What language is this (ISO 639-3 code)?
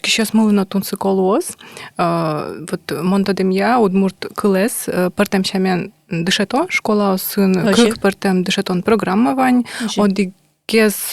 udm